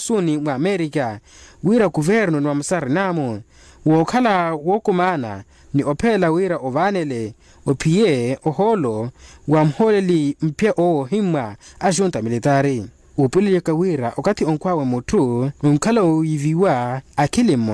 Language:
Makhuwa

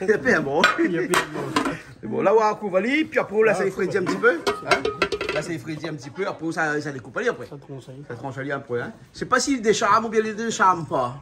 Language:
Réunion Creole French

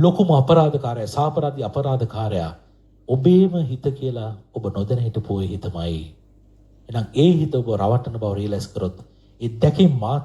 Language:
Sinhala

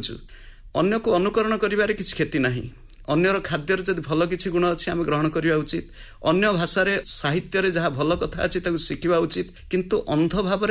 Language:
Odia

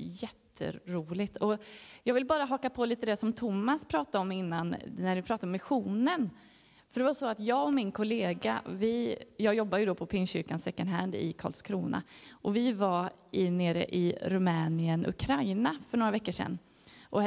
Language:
Swedish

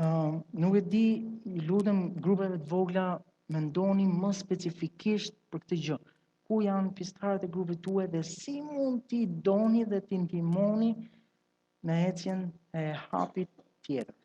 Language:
Albanian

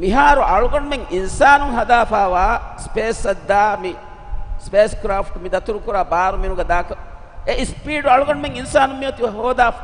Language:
Divehi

